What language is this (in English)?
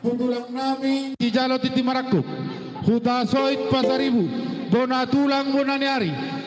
Batak Toba